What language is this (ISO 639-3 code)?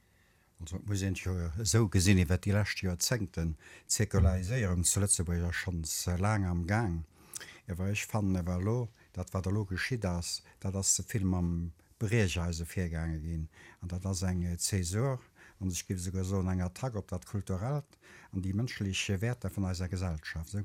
ltz